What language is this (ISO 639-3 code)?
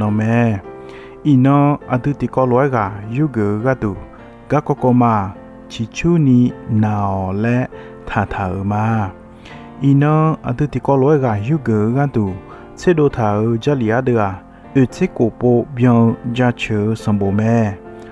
ahk